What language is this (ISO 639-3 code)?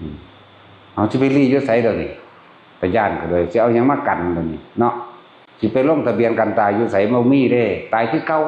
tts